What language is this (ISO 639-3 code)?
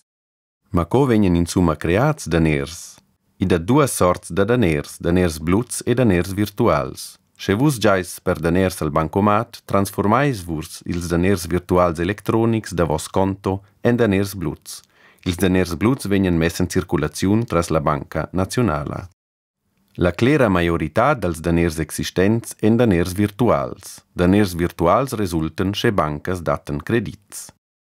roh